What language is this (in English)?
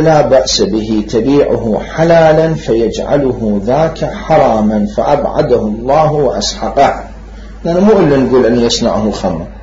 Mesopotamian Arabic